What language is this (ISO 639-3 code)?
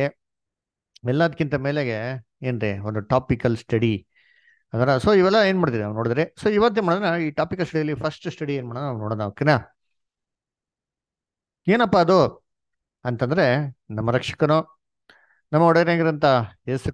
kan